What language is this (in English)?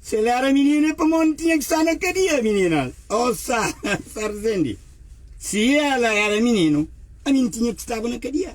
Kabuverdianu